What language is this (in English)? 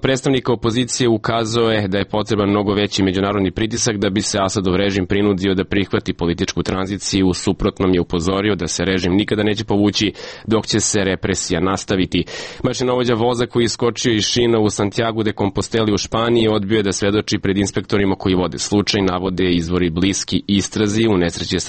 Serbian